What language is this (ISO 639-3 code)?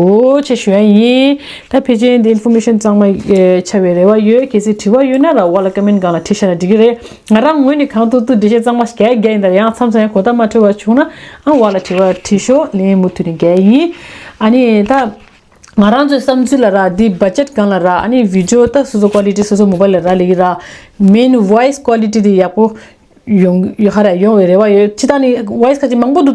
bod